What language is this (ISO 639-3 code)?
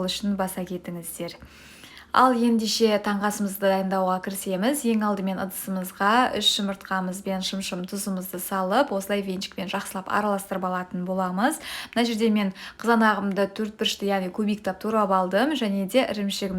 kaz